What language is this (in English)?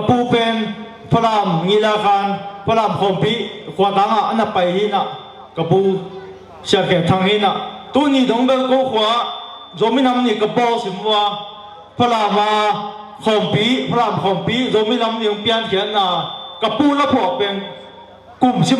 Tedim Chin